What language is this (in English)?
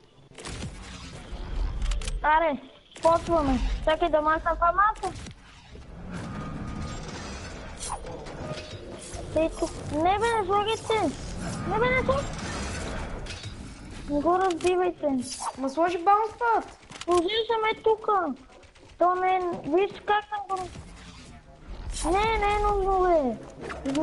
Bulgarian